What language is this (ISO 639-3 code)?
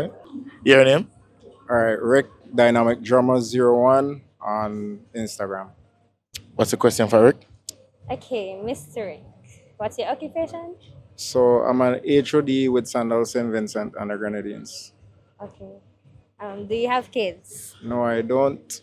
jam